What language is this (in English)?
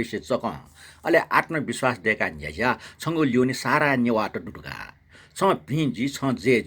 Newari